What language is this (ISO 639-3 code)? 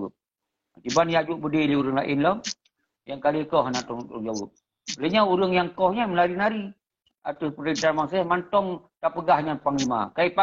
ace